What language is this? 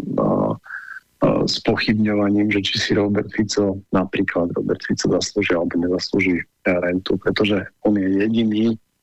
Slovak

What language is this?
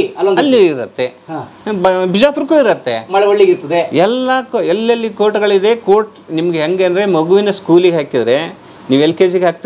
Kannada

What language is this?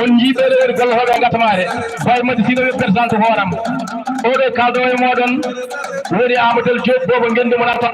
Fula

